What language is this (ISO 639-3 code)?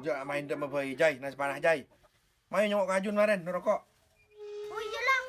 mad